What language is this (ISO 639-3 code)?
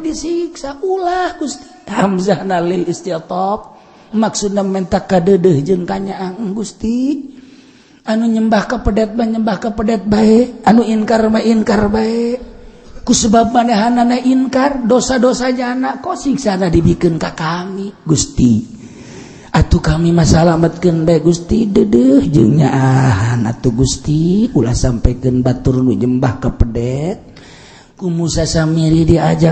sun